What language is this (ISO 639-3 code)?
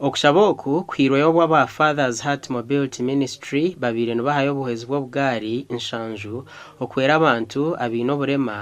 nyn